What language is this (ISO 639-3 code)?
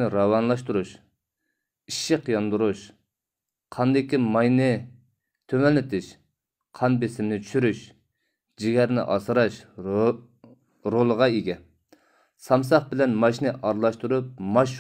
uig